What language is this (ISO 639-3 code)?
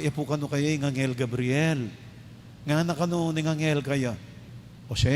pam